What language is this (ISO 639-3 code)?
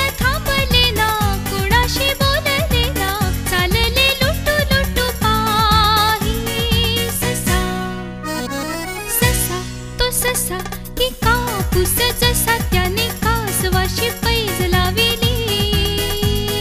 mar